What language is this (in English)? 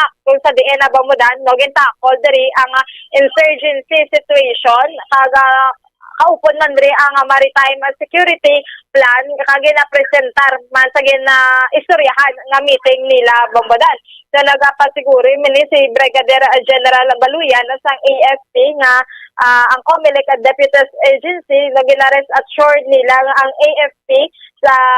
Hiligaynon